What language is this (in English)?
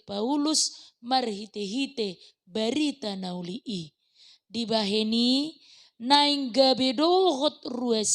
Batak Toba